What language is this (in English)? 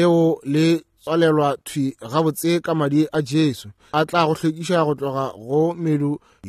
Northern Sotho